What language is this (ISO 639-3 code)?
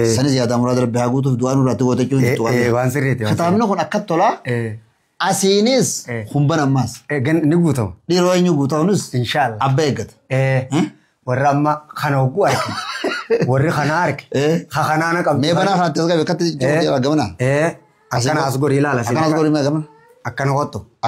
orm